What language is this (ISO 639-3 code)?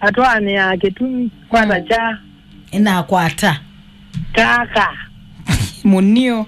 kam